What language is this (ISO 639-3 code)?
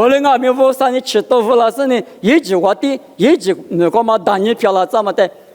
lis